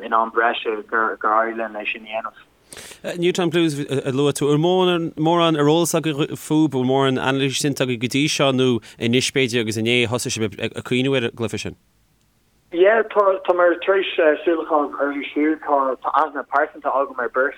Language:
Irish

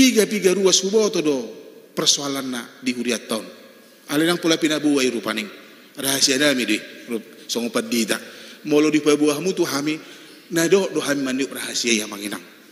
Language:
Batak Toba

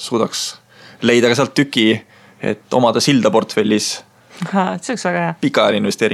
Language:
Estonian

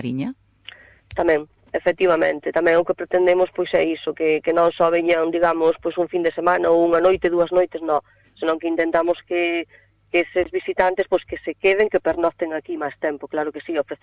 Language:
Galician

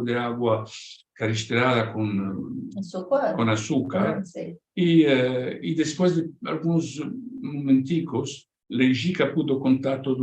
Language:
Ladino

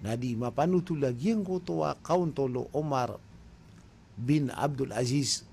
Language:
Maranao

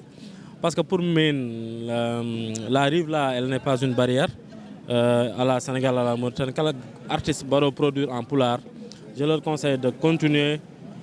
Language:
Fula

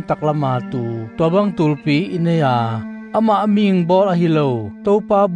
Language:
Tedim Chin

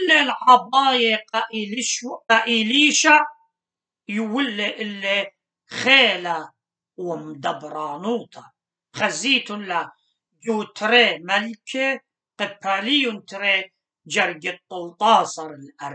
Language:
Assyrian Neo-Aramaic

